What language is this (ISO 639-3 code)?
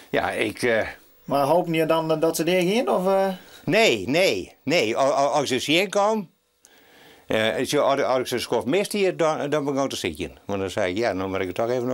fry